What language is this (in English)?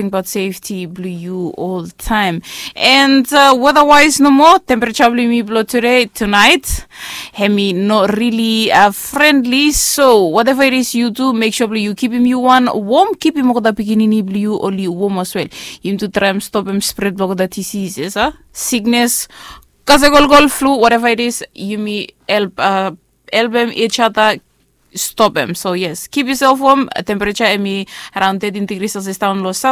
Bislama